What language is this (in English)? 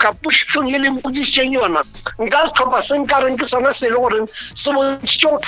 Northern Sotho